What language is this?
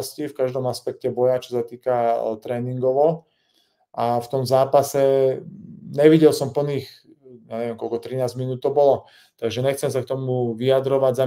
Slovak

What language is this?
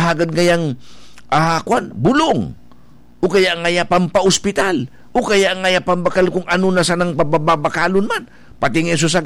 Bikol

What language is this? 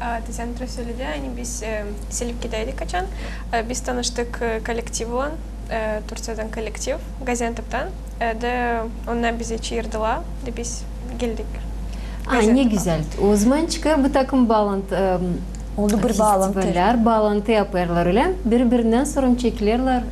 Gagauz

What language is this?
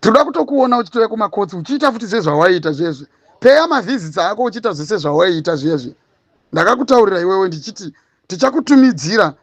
Shona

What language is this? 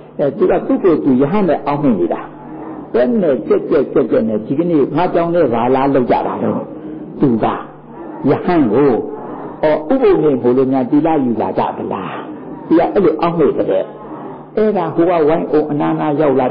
Burmese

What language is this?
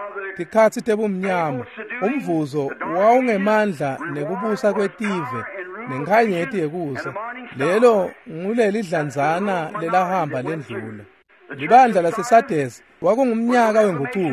Swati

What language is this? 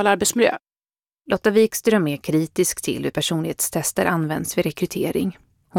Swedish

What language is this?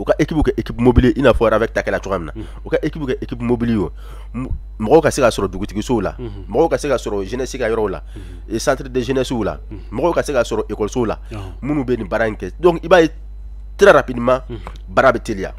Bambara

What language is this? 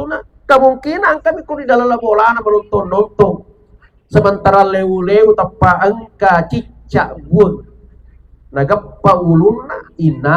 Buginese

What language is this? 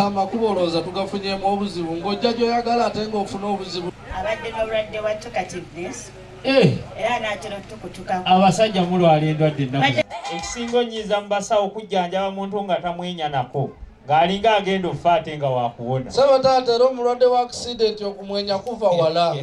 Ganda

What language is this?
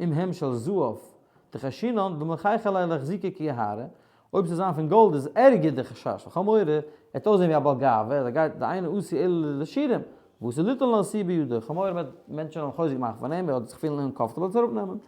Yiddish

